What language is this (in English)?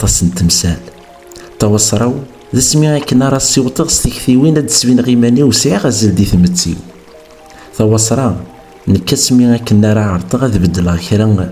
Kabyle